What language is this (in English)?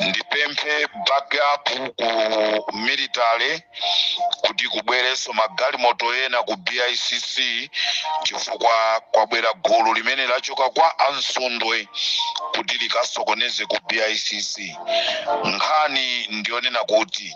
Nyanja